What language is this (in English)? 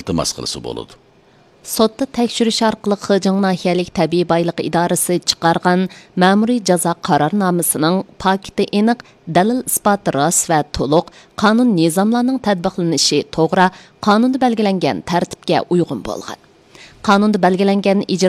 Uyghur